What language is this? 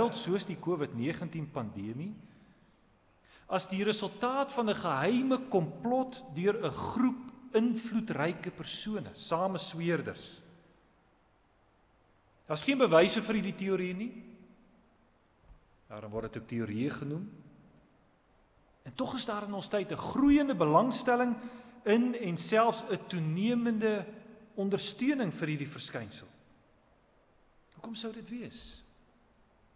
Afrikaans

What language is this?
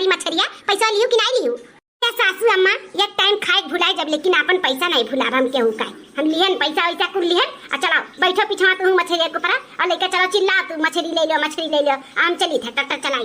Awadhi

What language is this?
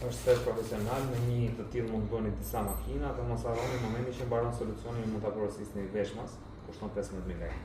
Albanian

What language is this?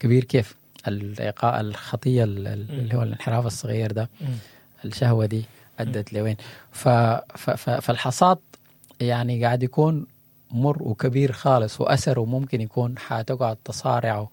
Sudanese Arabic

